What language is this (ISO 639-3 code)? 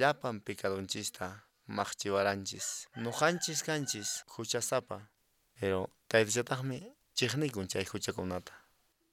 que